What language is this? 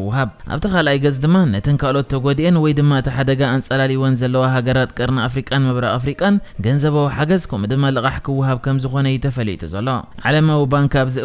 Tigrinya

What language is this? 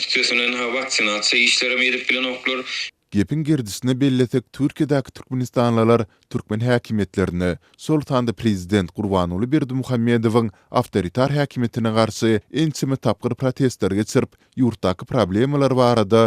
Turkmen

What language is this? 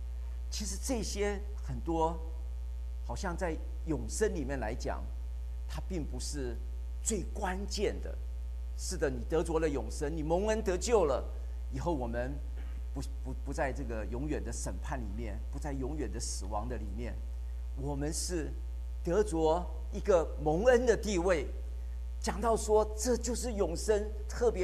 Chinese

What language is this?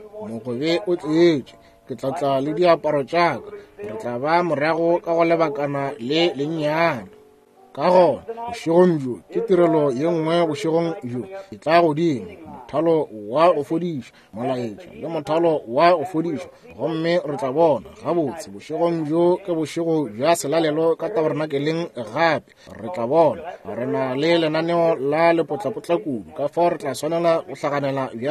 Northern Sotho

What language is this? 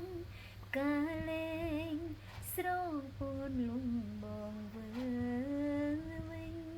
Khmer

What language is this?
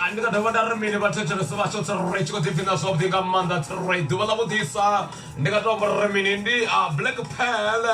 Venda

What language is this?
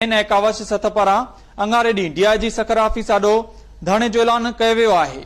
Sindhi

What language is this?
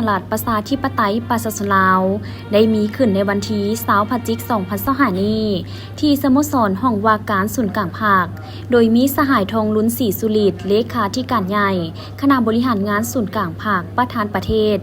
Lao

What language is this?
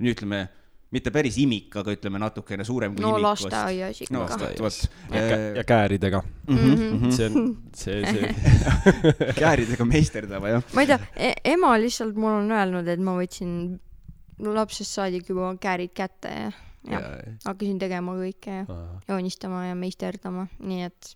Estonian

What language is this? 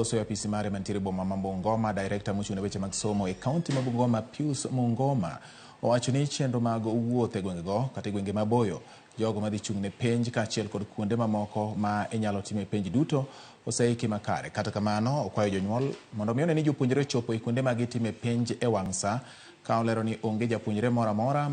Luo (Kenya and Tanzania)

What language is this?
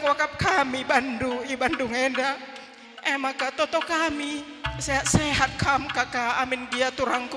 Batak Karo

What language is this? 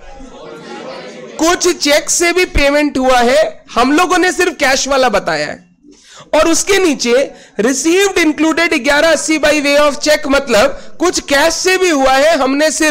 Hindi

